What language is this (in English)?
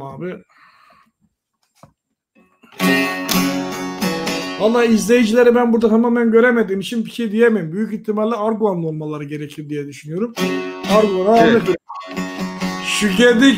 Turkish